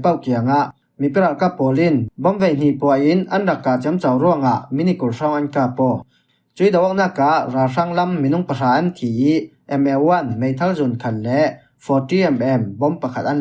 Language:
Falam Chin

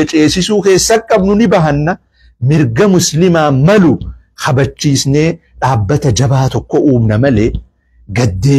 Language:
Oromo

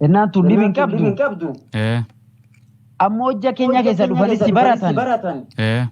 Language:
Oromo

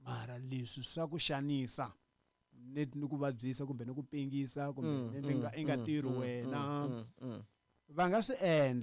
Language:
Tsonga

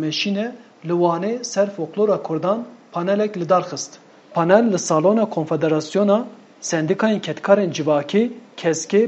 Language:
Kurdish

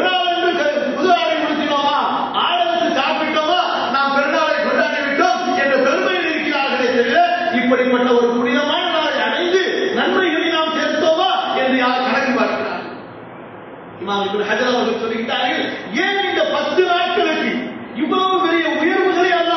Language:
Tamil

